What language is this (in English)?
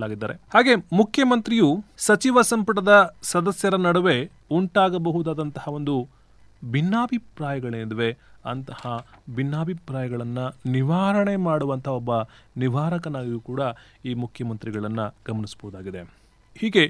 Kannada